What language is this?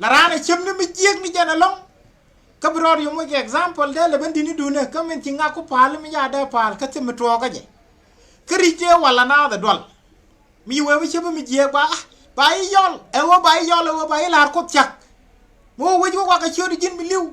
Nuer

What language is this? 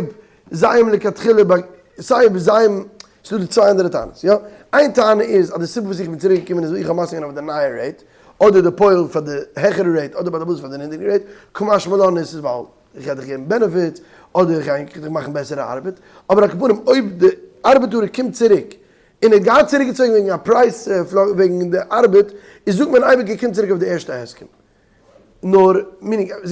Yiddish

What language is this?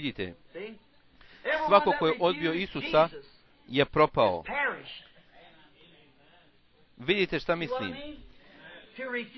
Bosnian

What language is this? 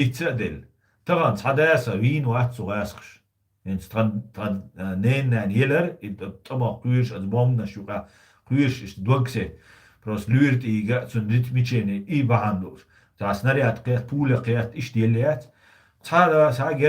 Chechen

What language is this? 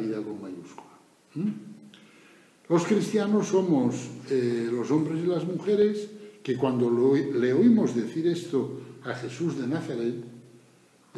Spanish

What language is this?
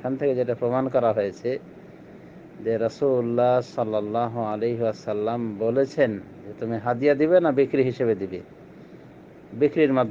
Bangla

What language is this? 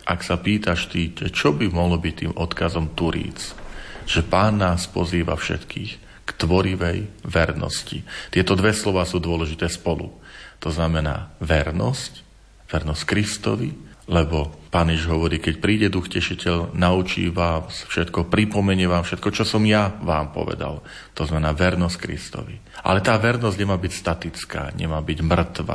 Slovak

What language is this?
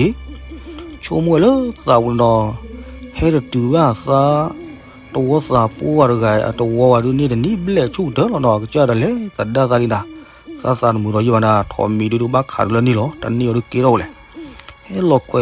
S'gaw Karen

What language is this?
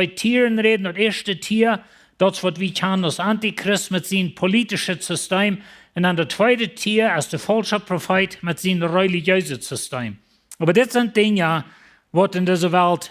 Plautdietsch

